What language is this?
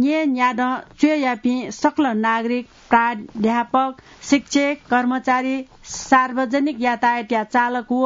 Newari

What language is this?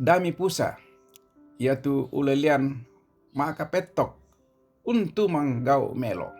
Toraja-Sa'dan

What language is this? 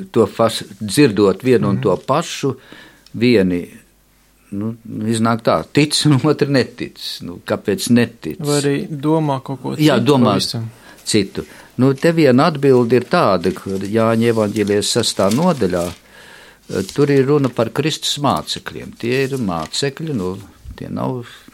Latvian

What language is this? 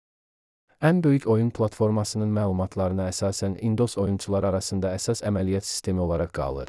Azerbaijani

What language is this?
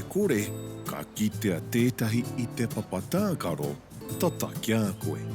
Māori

